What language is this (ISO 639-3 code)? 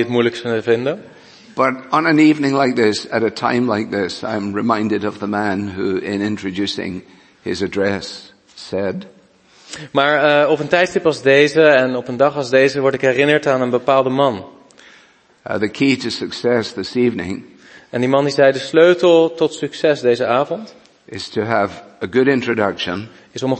nld